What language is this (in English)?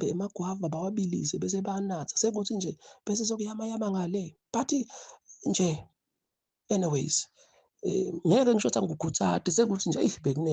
Zulu